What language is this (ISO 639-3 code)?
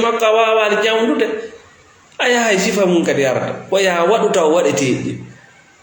ful